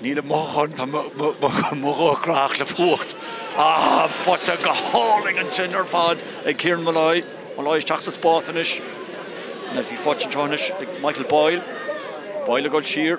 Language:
Irish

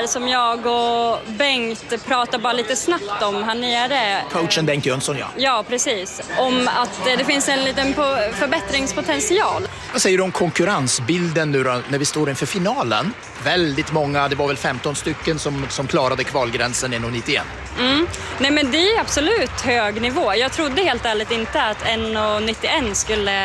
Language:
Swedish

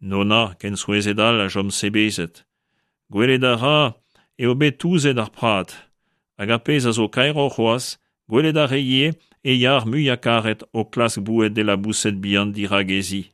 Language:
Breton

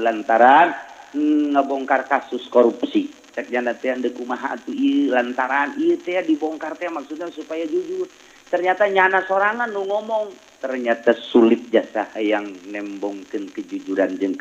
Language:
Sundanese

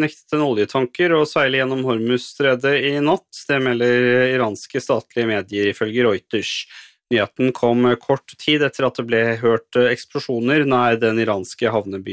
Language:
Norwegian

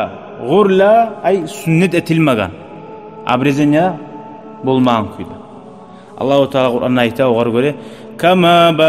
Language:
Kumyk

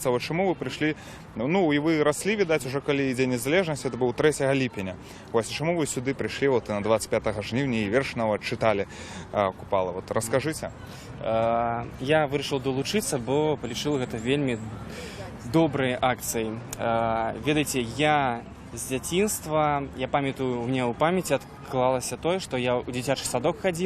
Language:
Belarusian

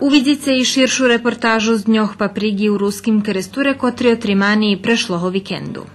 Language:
Rusyn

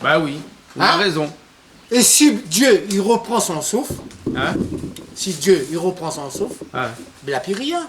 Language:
Réunion Creole French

